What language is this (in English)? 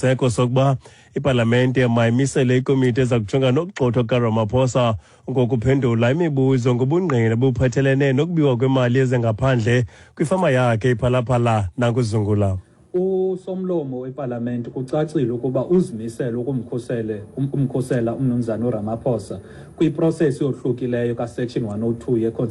Xhosa